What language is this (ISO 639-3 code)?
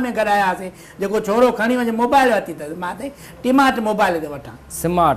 snd